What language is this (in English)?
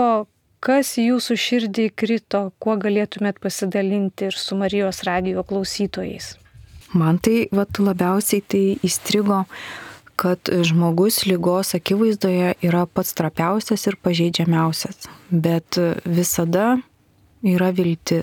Lithuanian